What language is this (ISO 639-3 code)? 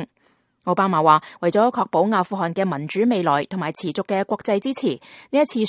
yue